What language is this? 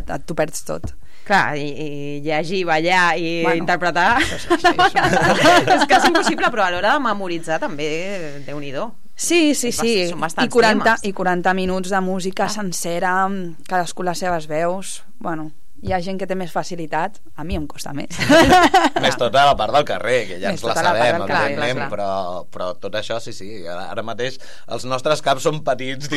Catalan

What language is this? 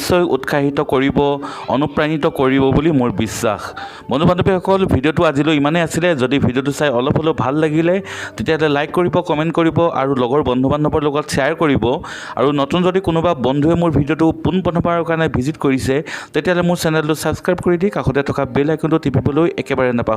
Assamese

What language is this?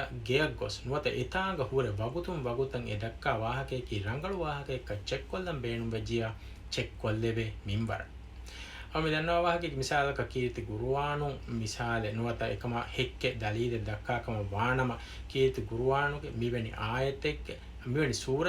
Divehi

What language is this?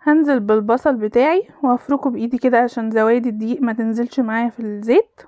Egyptian Arabic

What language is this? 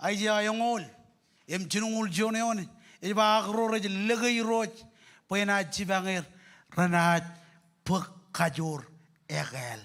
Marshallese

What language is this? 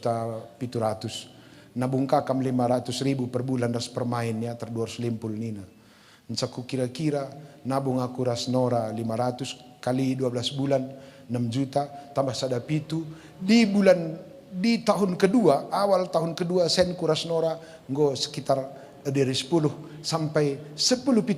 Batak Karo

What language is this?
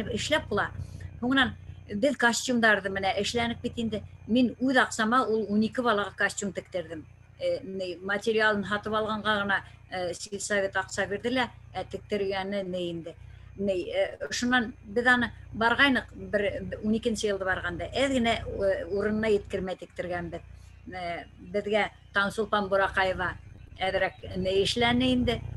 Bashkir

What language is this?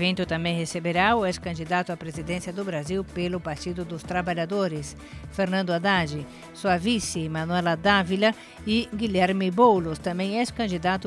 Portuguese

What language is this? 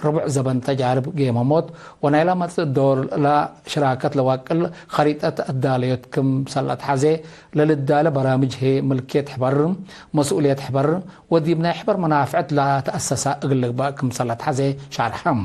Tigre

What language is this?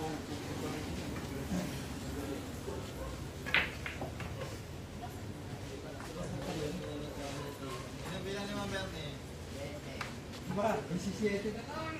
Filipino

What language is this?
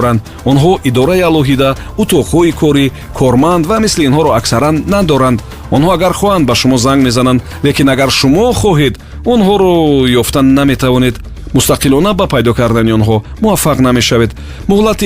Tajik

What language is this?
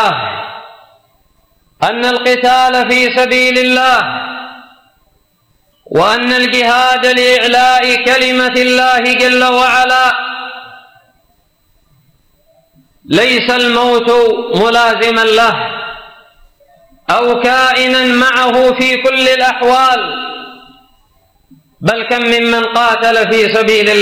Arabic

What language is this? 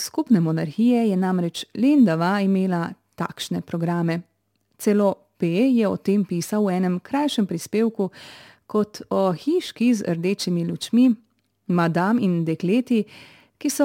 Slovenian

